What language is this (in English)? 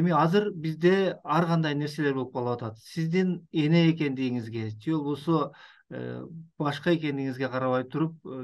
Kyrgyz